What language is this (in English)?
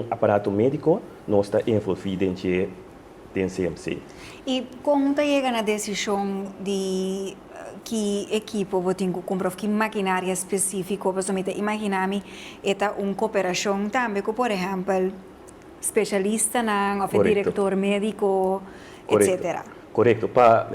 Papiamento